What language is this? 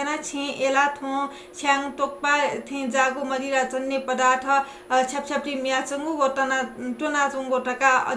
Newari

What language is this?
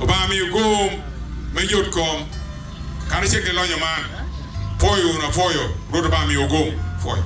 Acoli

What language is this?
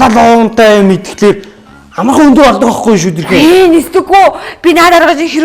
Mongolian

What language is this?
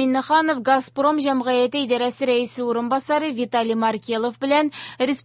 Tatar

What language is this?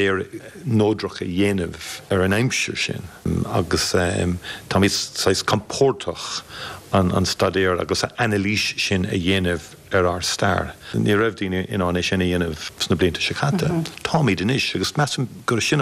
Irish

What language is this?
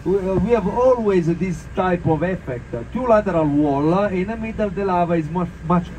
German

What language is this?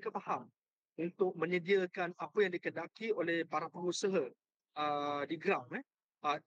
Malay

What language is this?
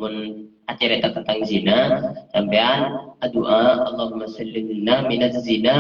Madurese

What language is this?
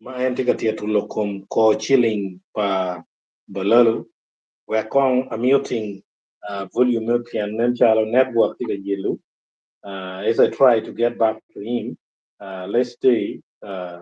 Acoli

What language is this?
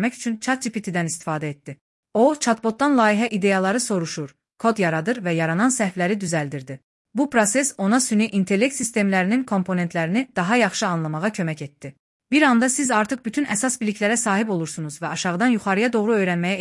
Azerbaijani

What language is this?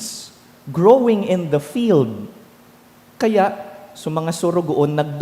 Bikol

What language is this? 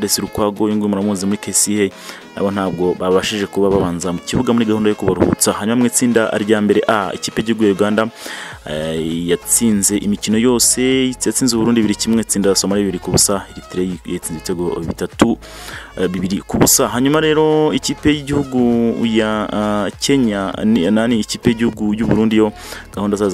Kinyarwanda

